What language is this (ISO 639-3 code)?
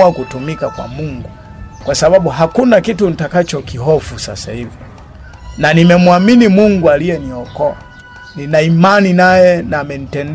swa